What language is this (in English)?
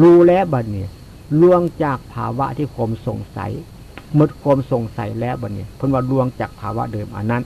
Northeastern Thai